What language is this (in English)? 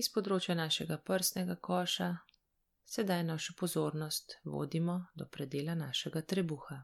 Slovenian